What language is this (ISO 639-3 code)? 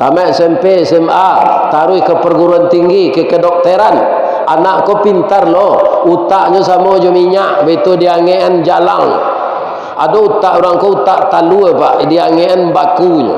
min